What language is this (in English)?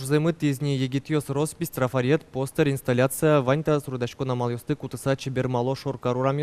Udmurt